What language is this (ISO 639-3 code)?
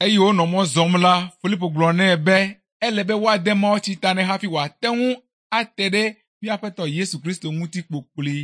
ewe